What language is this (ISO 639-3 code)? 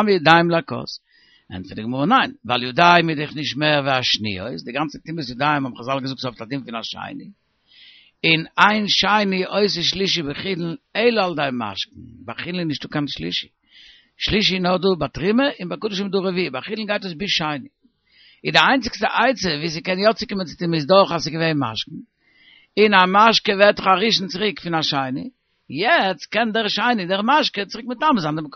yid